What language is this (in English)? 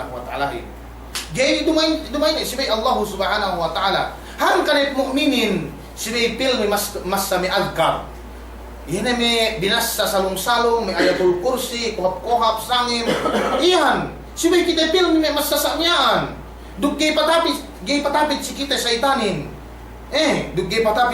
Yakan